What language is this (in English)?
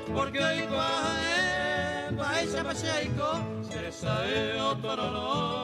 Guarani